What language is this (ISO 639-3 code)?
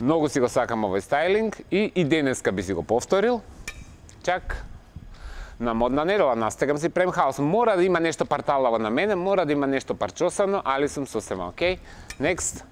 mkd